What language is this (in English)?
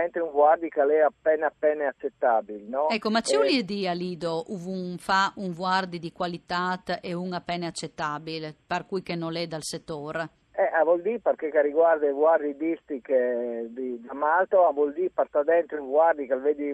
Friulian